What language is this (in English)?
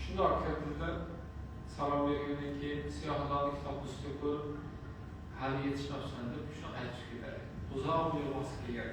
Uzbek